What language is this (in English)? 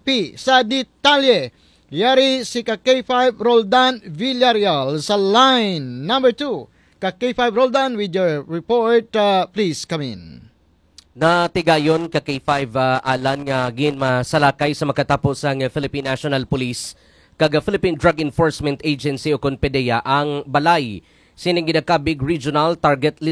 Hiligaynon